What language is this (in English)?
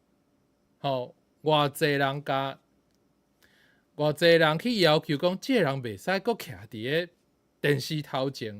Min Nan Chinese